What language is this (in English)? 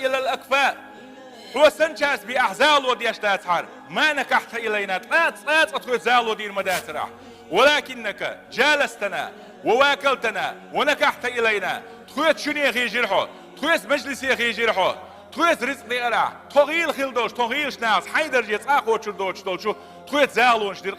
Chechen